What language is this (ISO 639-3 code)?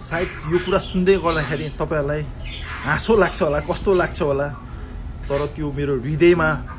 nep